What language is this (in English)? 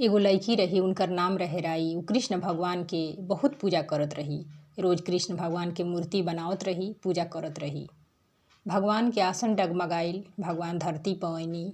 Bhojpuri